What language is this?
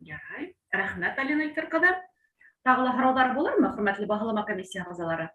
Bashkir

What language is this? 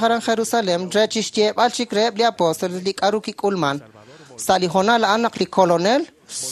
Kekchí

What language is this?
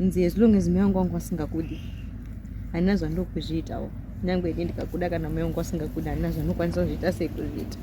Shona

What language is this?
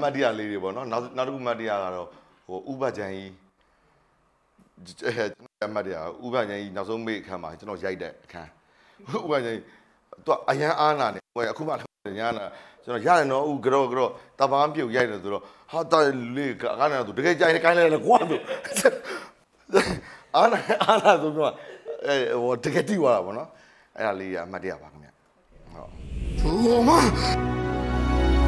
Burmese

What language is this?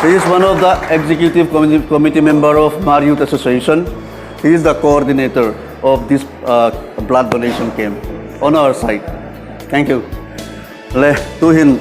Hmar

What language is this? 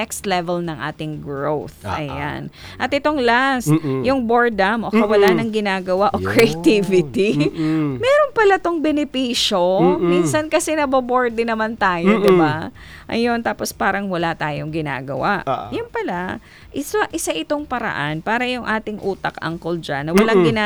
Filipino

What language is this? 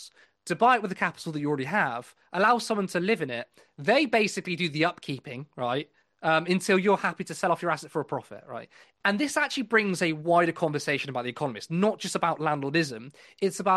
English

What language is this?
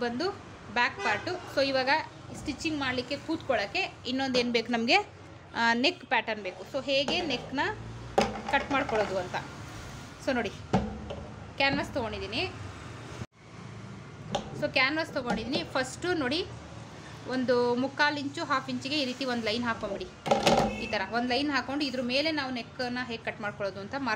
Kannada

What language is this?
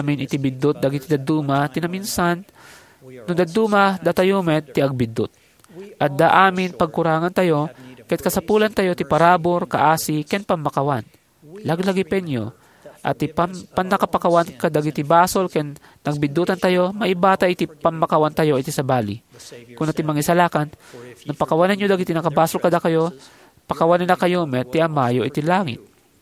Iloko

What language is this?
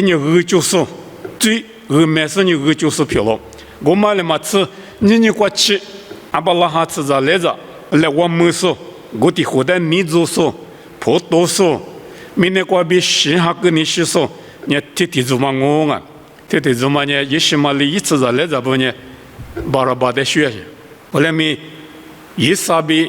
Lisu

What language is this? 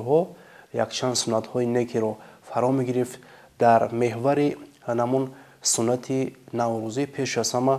Tajik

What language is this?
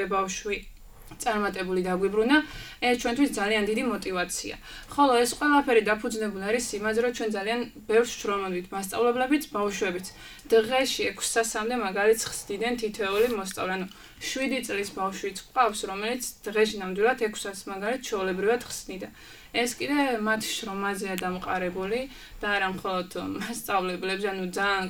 Georgian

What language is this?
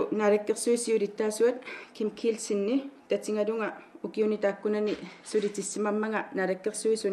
Kalaallisut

